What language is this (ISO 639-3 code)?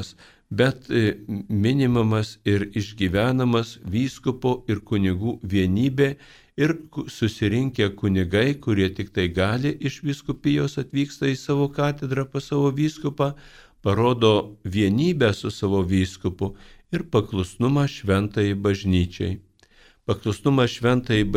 lit